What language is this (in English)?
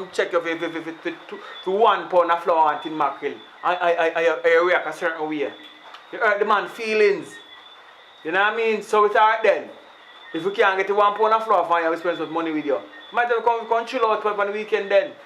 Jamaican Creole English